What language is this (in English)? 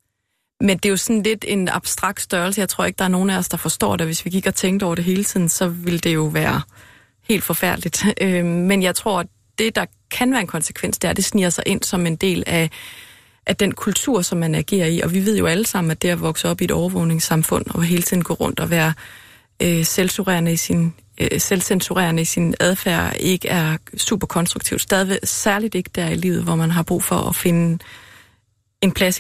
Danish